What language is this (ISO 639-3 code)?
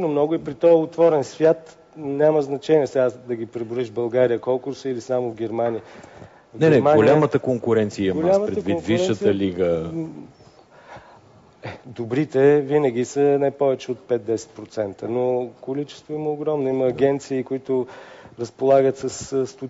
bul